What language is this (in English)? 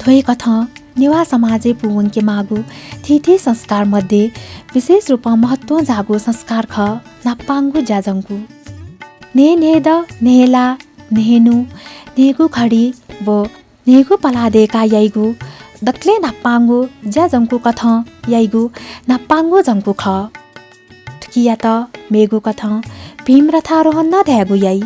Newari